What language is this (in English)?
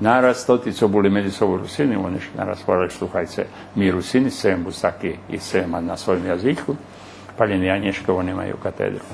Rusyn